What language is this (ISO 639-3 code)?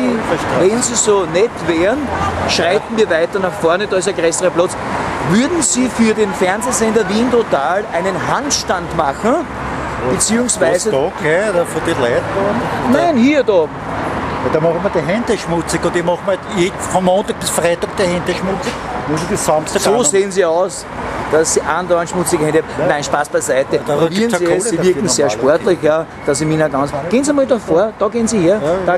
bar